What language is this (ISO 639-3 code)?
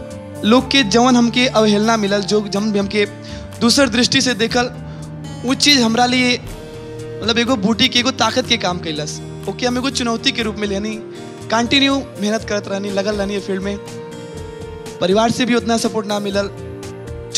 bho